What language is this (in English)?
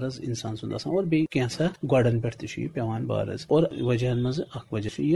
Kashmiri